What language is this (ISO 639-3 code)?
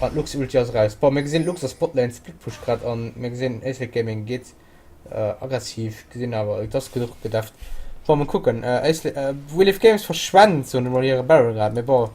ltz